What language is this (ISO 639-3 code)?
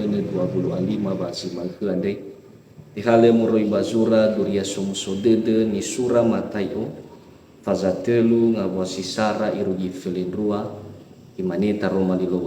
nia